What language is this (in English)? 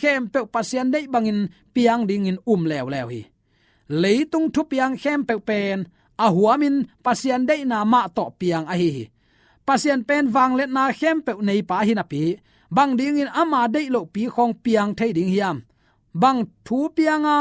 Tedim Chin